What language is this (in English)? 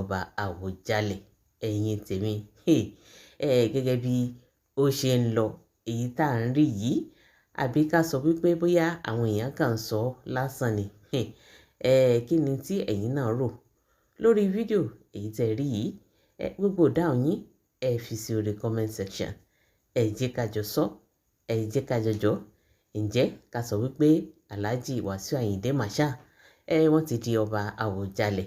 Yoruba